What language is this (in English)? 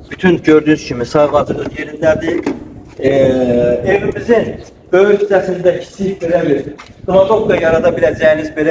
Azerbaijani